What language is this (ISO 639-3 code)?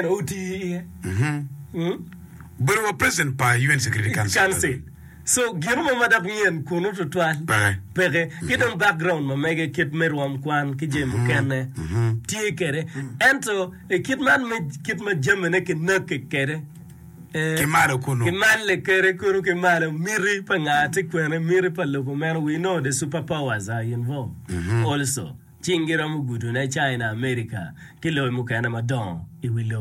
ach